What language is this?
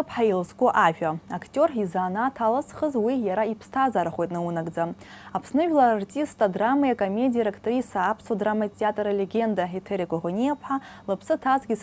Abkhazian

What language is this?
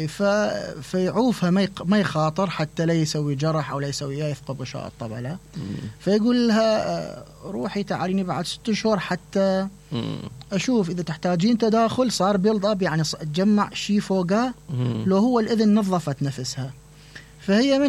Mesopotamian Arabic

